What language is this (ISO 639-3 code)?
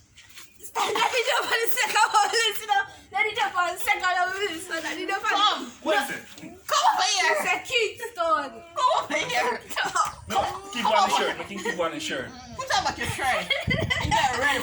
jam